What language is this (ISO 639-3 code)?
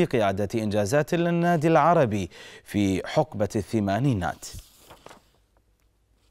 ara